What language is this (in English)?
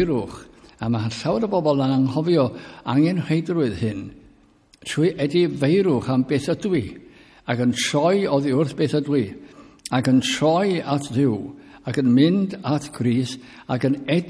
Welsh